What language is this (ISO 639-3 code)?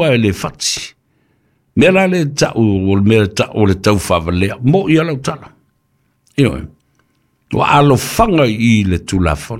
smo